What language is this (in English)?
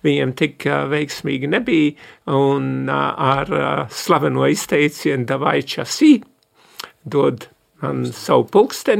Latvian